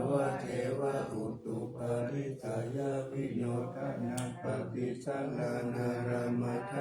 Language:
Pali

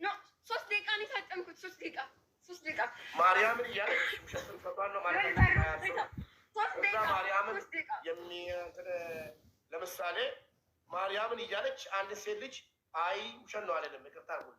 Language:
Amharic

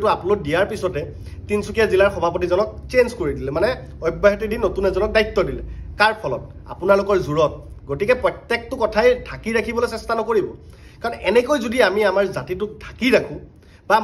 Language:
Assamese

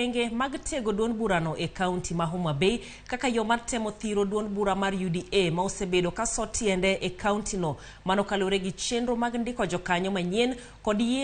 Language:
Luo (Kenya and Tanzania)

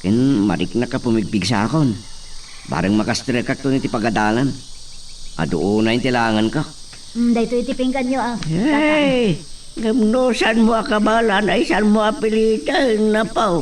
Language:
Iloko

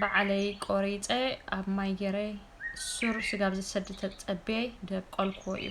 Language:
Tigrinya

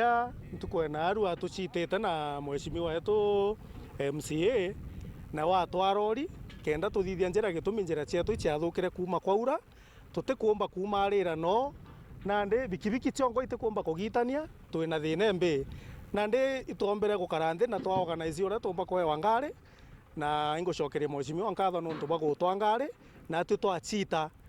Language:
Meru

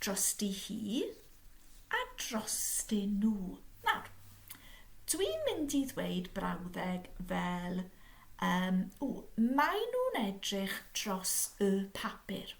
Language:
Welsh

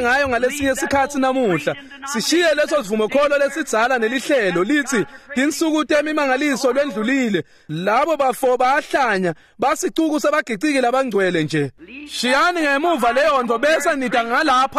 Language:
Swati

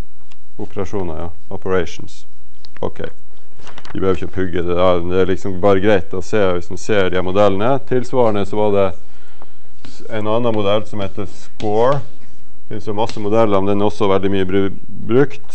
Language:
Norwegian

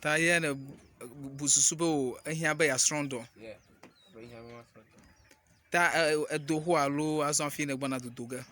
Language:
Ewe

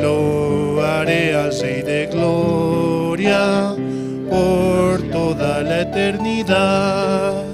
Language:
Aymara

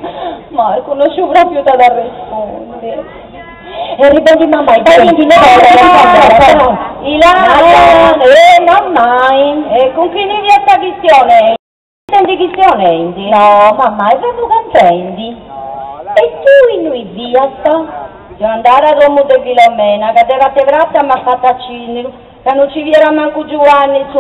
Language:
Sardinian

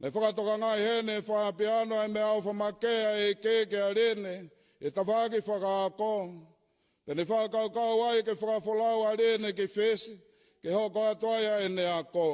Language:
Tongan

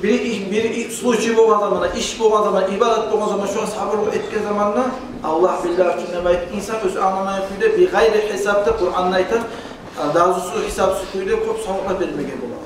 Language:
Kumyk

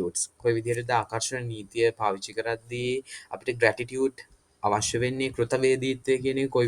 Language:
Sinhala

